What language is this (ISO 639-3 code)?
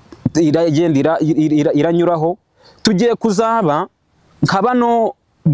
kin